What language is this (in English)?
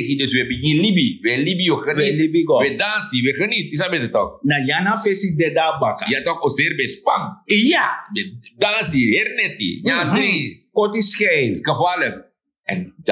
Sranan Tongo